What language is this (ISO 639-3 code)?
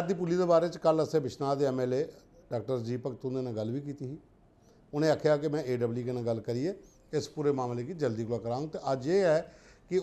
doi